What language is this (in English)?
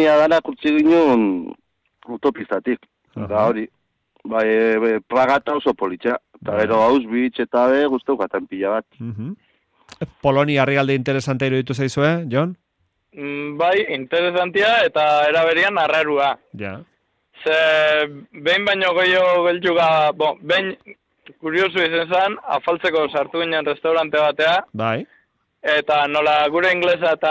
Basque